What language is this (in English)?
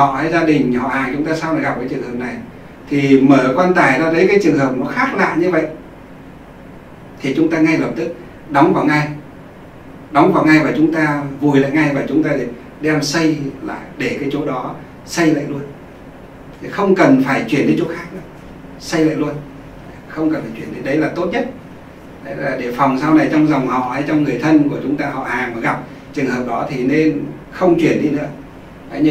Vietnamese